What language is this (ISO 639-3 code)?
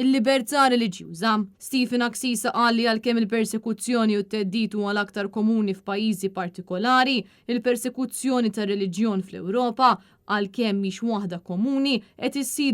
mlt